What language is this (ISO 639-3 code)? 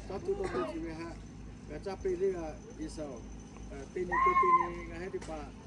lhu